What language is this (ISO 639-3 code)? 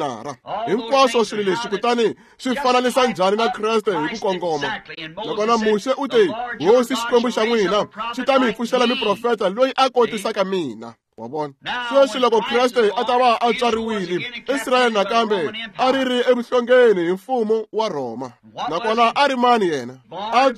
tso